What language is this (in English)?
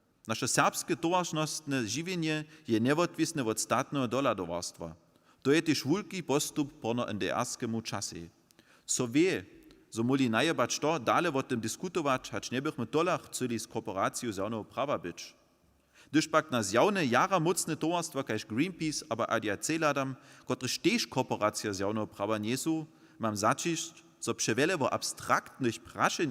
Upper Sorbian